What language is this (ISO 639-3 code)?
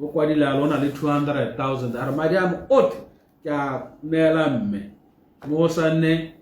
tsn